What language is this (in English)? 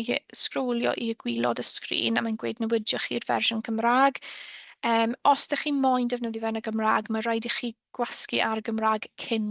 Welsh